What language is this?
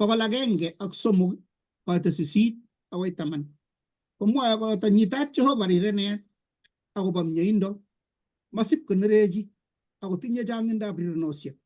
Kalenjin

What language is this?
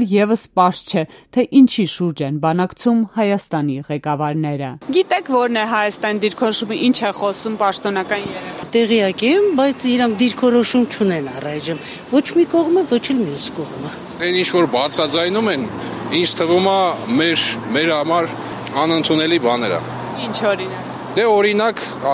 Armenian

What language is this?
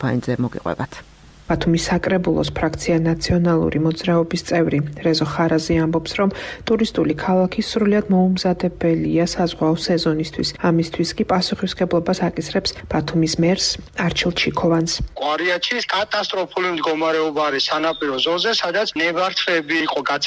Georgian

